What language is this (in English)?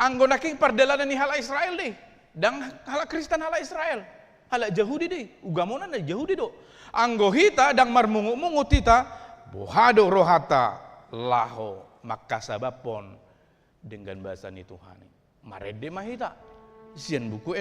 Batak Toba